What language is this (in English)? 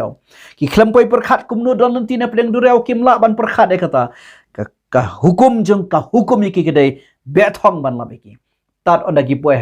Khasi